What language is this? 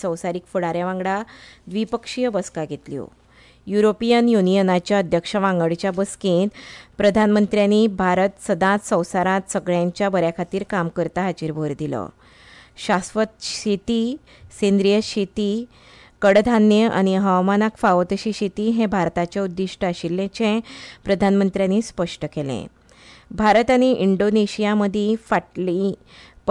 Konkani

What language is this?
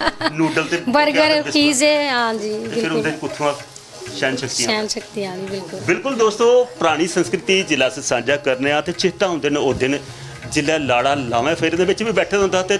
Dogri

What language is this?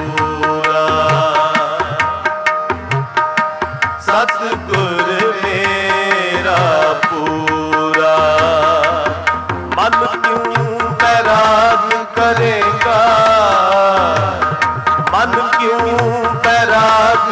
Punjabi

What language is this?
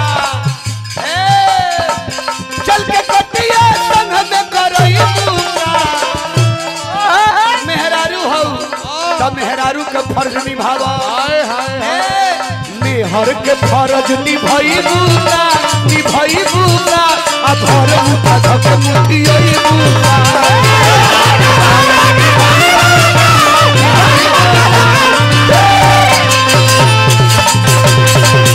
Bhojpuri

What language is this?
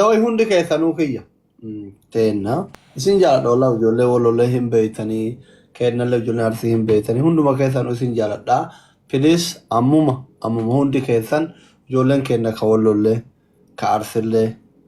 Oromo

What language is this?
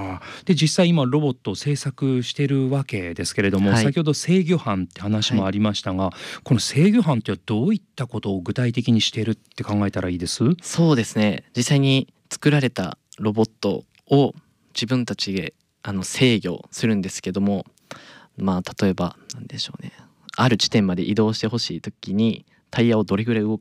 Japanese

